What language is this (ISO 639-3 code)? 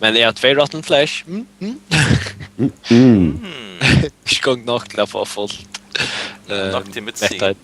fao